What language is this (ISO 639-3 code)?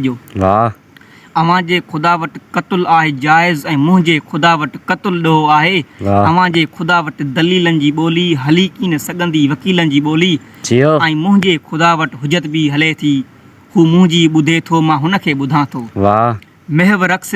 snd